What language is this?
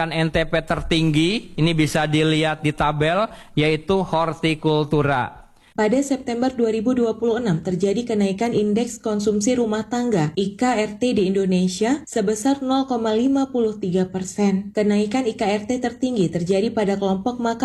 Indonesian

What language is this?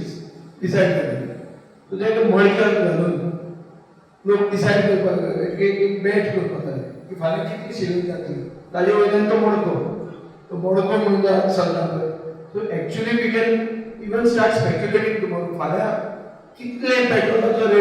Konkani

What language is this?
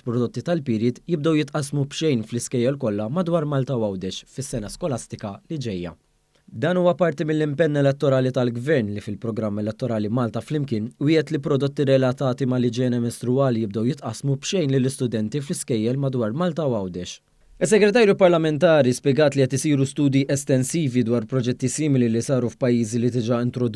Maltese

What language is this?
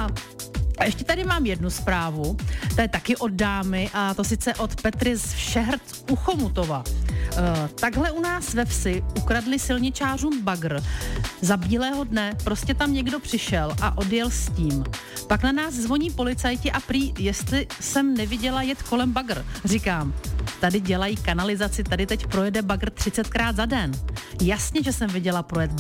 Czech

